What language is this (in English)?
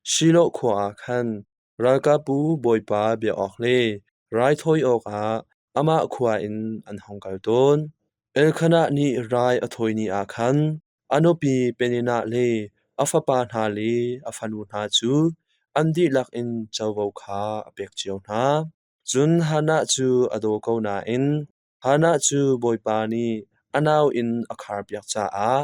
Hakha Chin